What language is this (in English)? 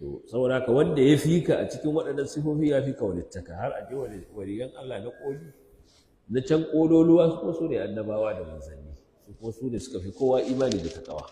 Hausa